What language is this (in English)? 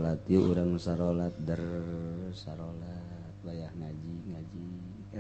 Sundanese